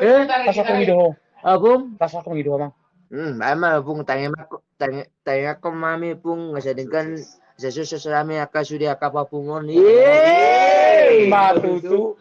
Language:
Batak Toba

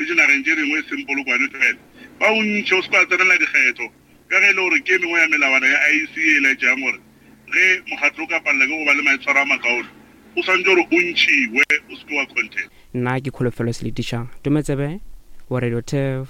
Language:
Northern Sotho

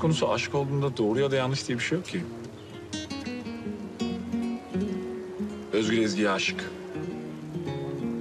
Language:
Turkish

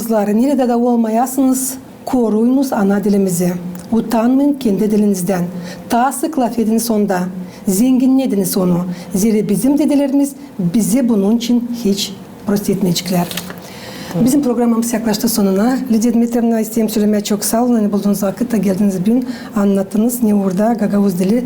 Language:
Gagauz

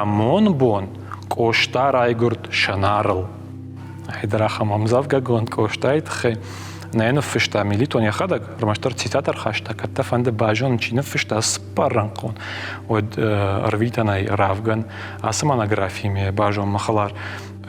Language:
Ossetic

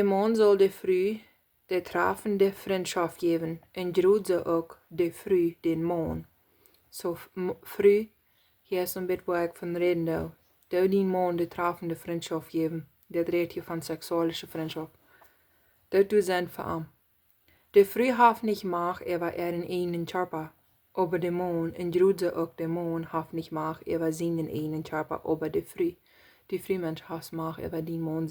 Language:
Plautdietsch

